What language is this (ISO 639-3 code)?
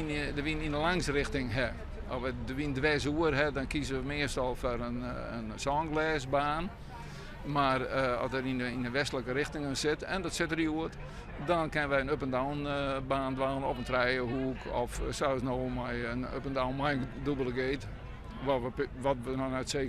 fry